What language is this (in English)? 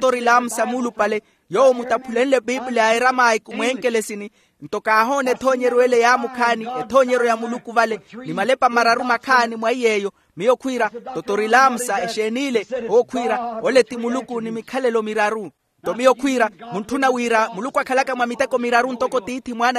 Makhuwa